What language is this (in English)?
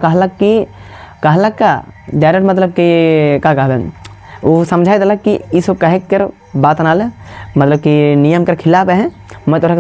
Sadri